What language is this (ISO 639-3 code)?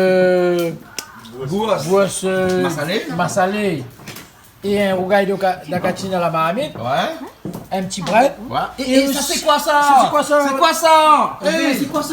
rcf